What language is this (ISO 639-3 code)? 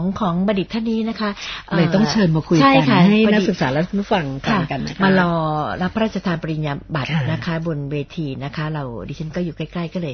tha